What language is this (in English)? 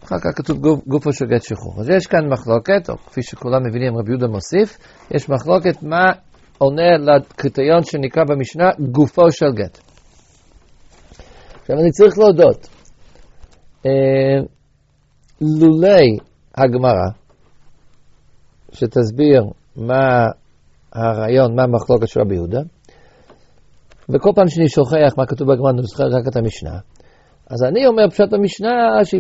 Hebrew